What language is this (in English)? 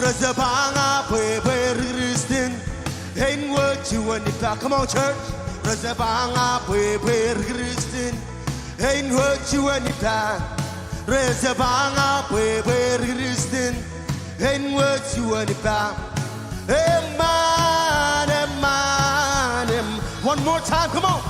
Marshallese